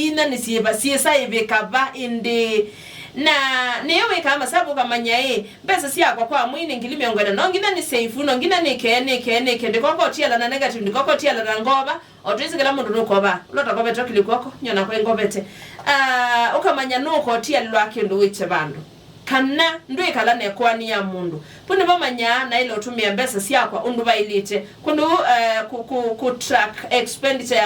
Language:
Kamba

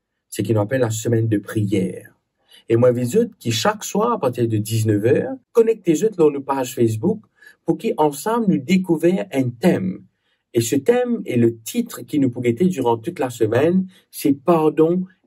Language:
Morisyen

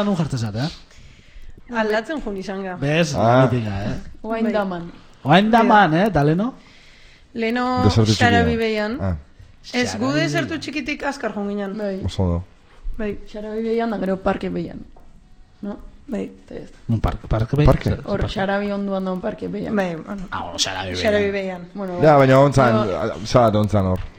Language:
Basque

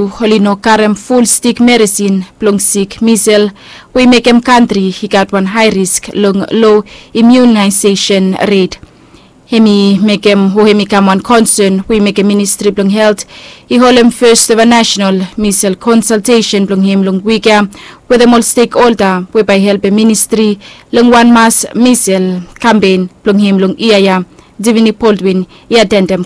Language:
Bislama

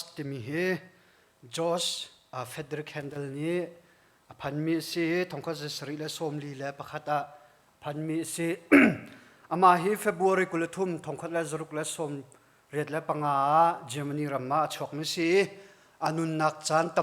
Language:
Hakha Chin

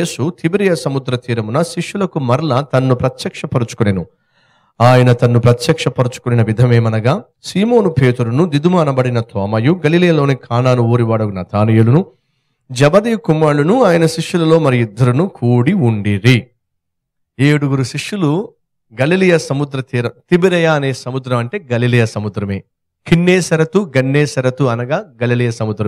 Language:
Telugu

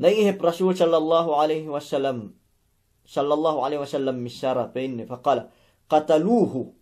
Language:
Yakan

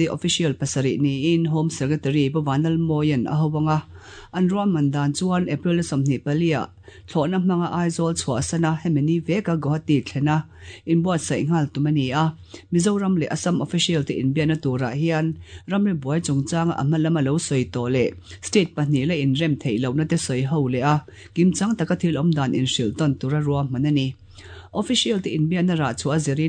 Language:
Mizo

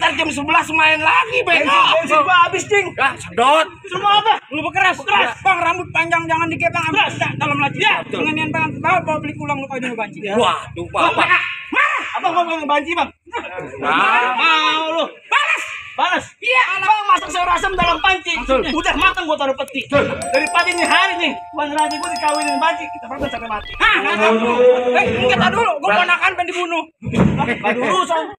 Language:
Betawi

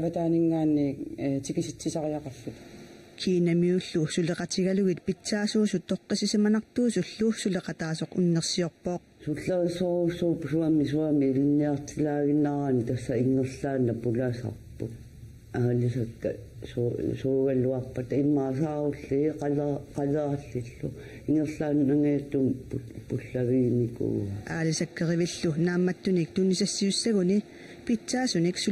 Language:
Kalaallisut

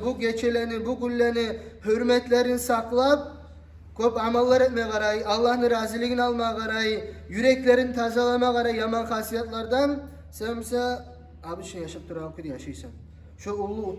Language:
Kumyk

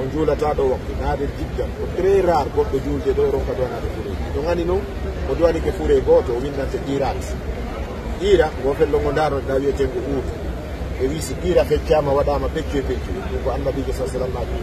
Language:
Fula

